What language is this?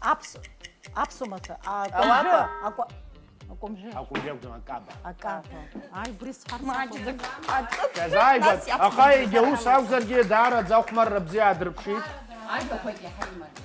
Abkhazian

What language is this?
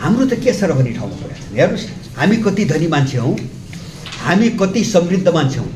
Nepali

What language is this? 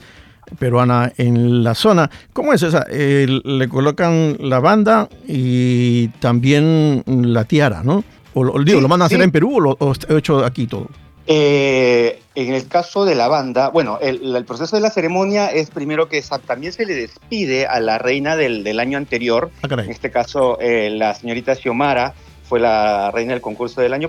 Spanish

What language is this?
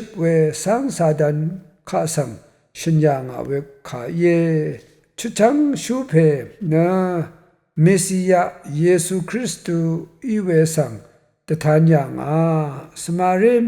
Rawang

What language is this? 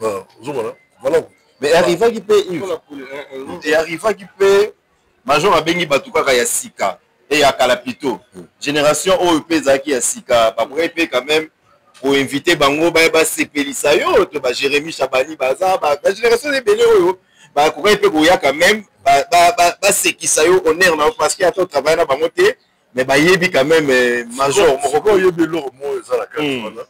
Lingala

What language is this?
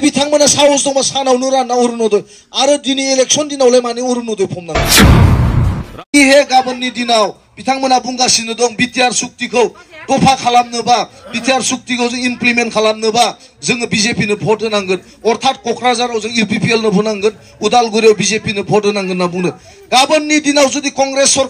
Bodo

